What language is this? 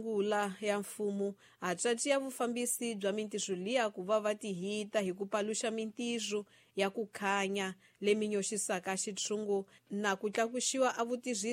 Tsonga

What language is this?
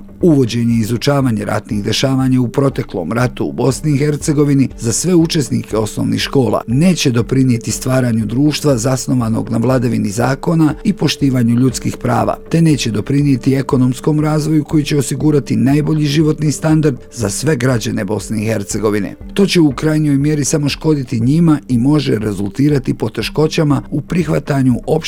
Bosnian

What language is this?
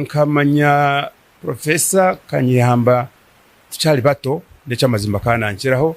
Nyankole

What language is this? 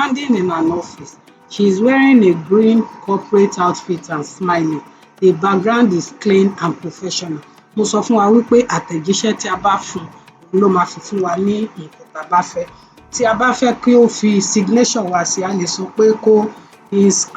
Yoruba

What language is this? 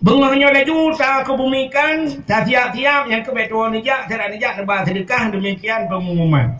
Achinese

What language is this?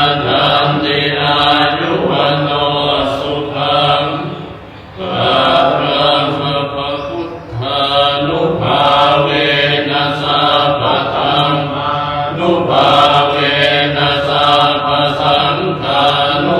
Pali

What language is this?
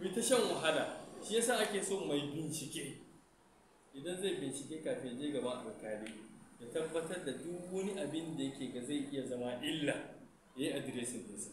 Hausa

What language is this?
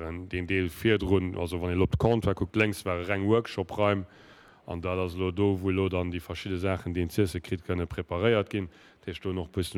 Luxembourgish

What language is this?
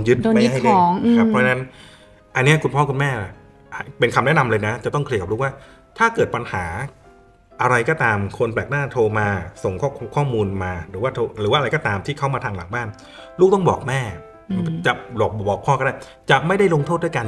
Thai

